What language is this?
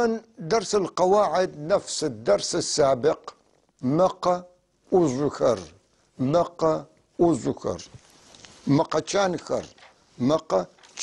North Levantine Arabic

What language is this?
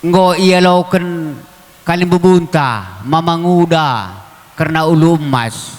Batak Karo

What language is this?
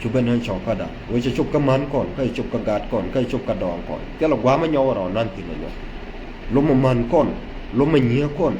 Nuer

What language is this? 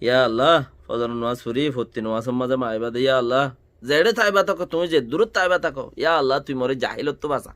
Rohingya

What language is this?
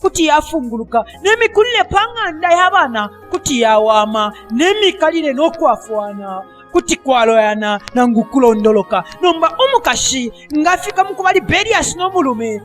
Bemba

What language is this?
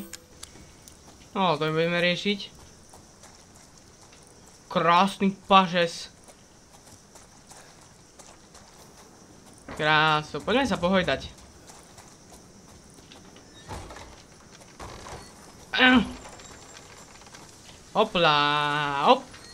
Slovak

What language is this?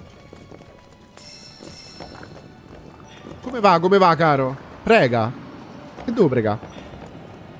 Italian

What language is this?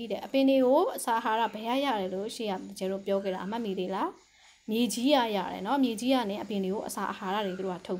Burmese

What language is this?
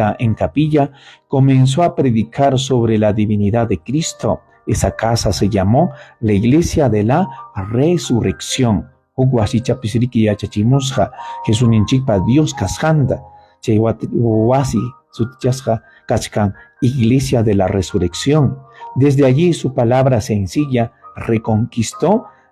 Ayacucho Quechua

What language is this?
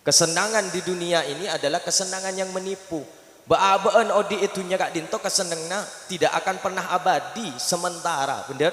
Madurese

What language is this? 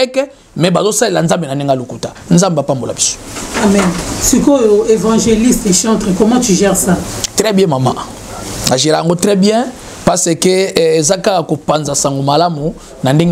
Lingala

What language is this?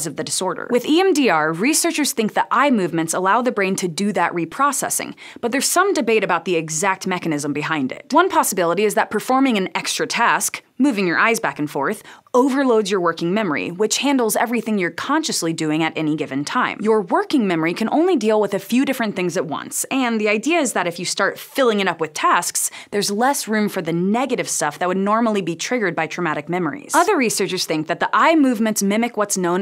English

